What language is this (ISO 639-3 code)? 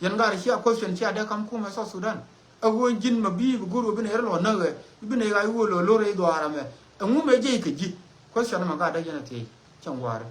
nus